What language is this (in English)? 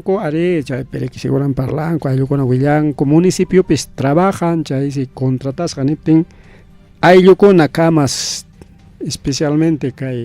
Ayacucho Quechua